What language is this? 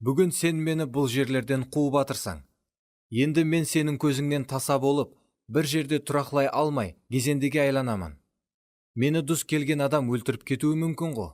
Kara-Kalpak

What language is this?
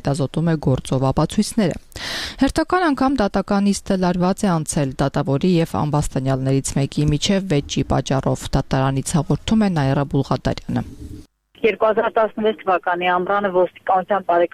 Armenian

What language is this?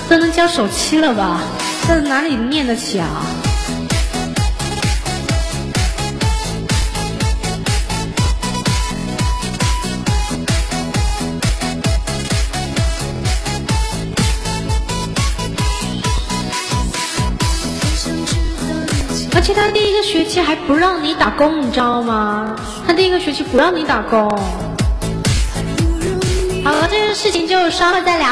Chinese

